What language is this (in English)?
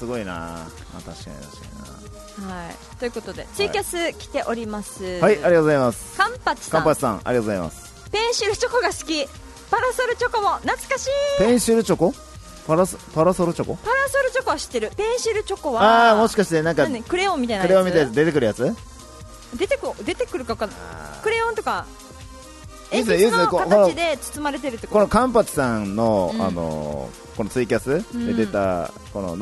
Japanese